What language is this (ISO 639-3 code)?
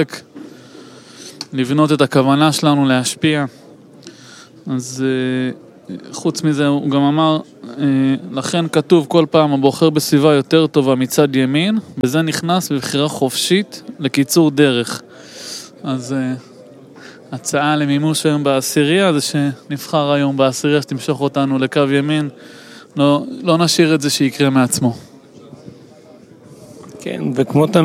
heb